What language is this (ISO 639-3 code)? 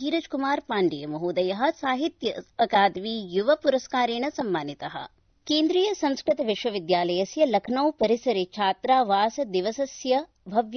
san